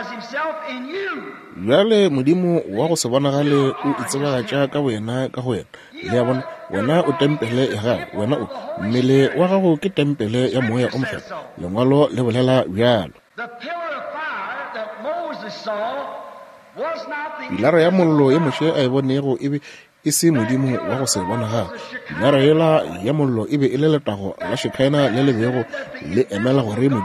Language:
Northern Sotho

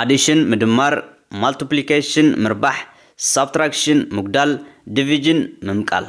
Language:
Tigrinya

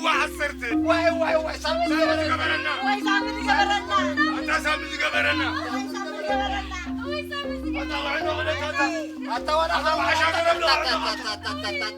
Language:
Tigrinya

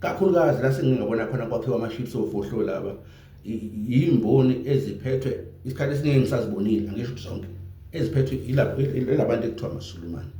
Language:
Zulu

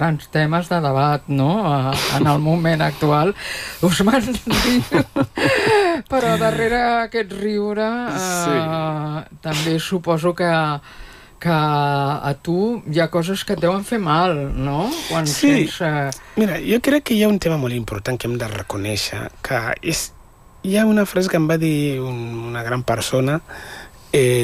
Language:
Catalan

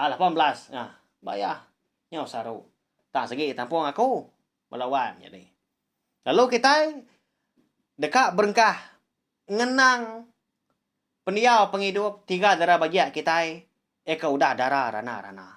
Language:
Iban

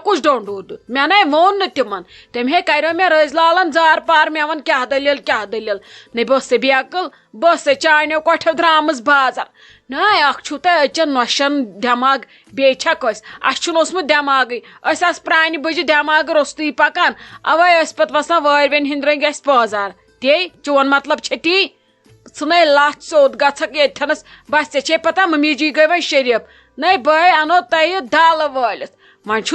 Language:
Kashmiri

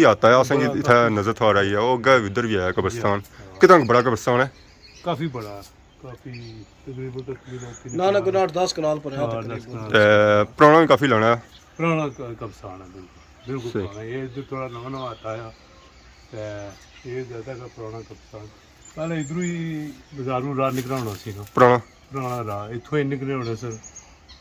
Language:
Pahari-Potwari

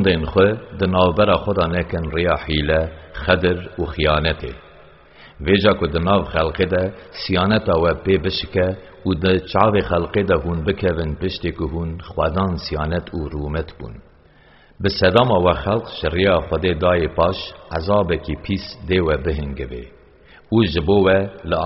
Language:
Kurdish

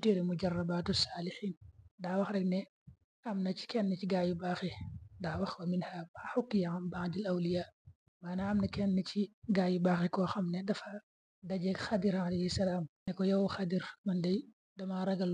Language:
Wolof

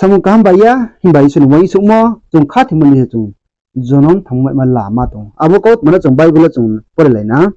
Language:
Riang (India)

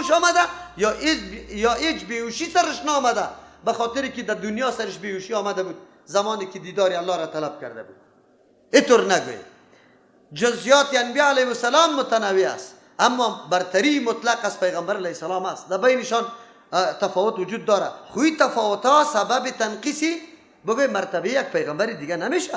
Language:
Persian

